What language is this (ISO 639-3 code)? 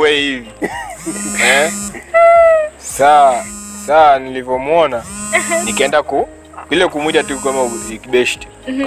swa